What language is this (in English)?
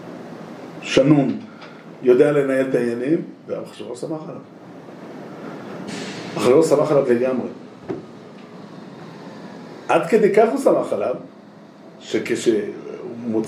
Hebrew